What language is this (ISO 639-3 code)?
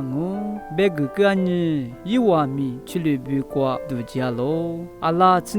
lis